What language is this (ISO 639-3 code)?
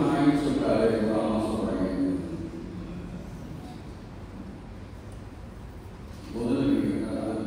tam